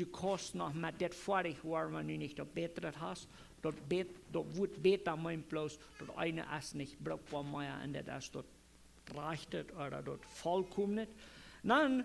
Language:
Plautdietsch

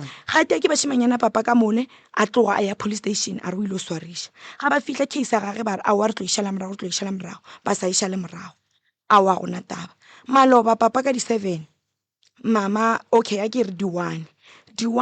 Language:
Northern Sotho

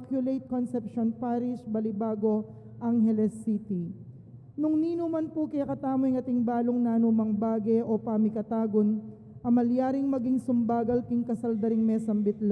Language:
Pampanga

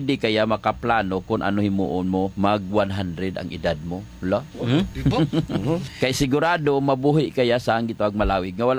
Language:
Hiligaynon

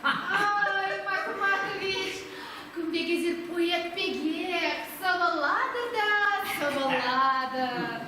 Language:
Chuvash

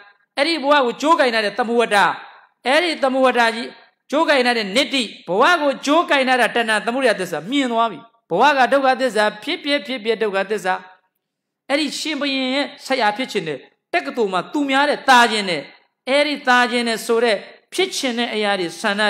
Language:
Burmese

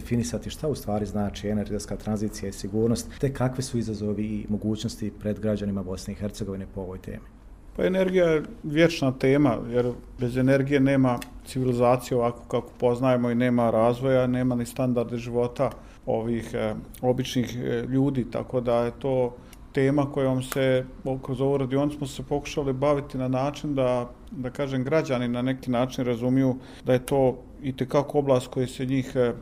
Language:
Bosnian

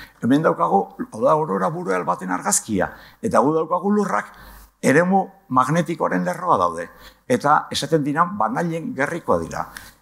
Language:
Basque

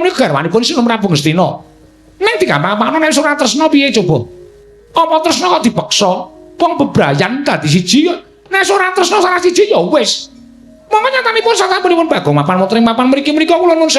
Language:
Javanese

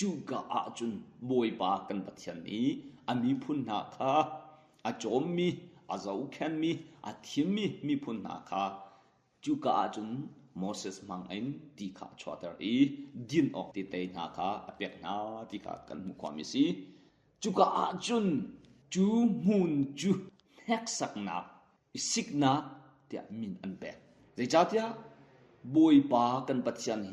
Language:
Hakha Chin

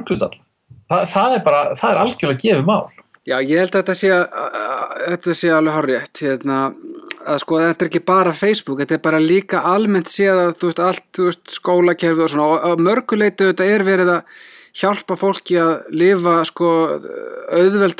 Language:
Icelandic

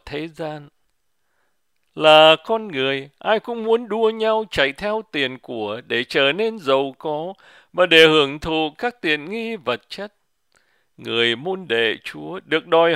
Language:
Vietnamese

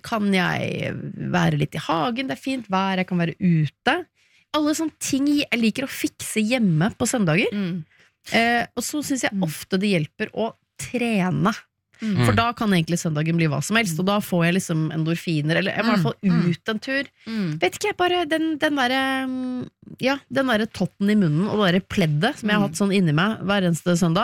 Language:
Norwegian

